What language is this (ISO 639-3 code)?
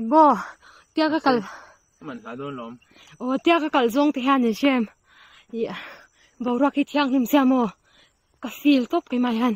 lus